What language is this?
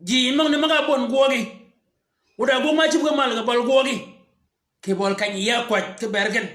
Shilluk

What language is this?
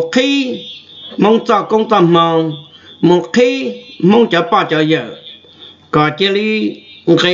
Hmong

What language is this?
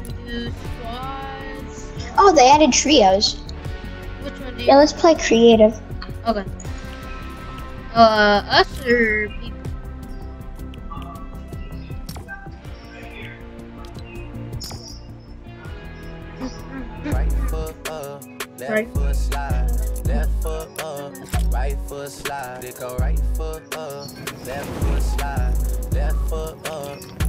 English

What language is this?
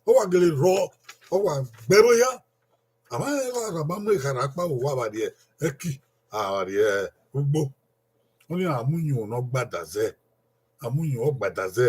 Bini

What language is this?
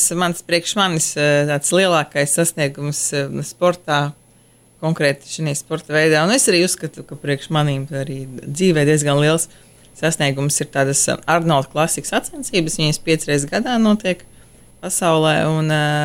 Latvian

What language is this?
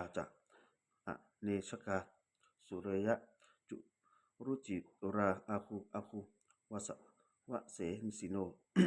Pali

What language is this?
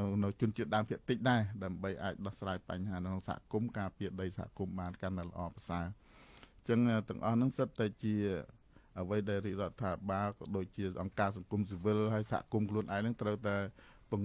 Khmer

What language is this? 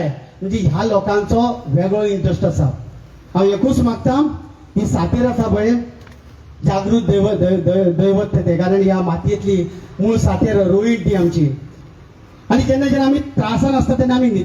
Konkani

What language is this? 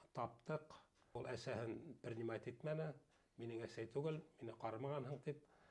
Bashkir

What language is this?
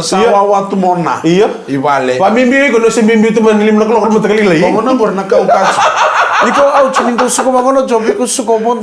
Fijian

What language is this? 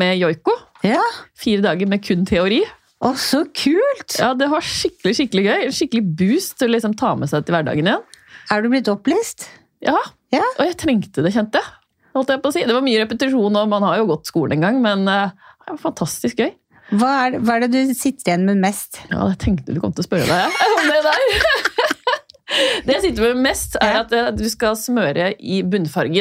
Norwegian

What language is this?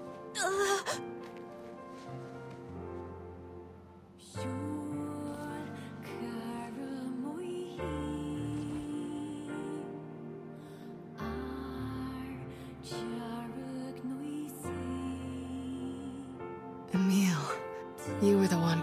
Italian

